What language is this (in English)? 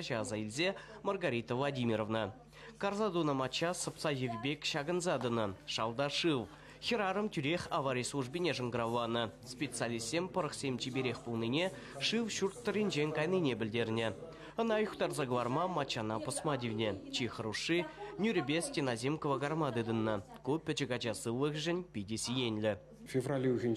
Chuvash